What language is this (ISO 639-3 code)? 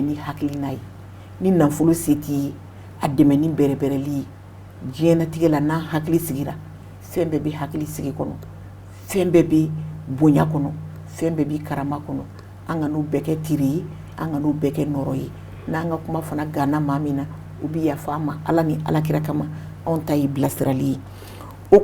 bam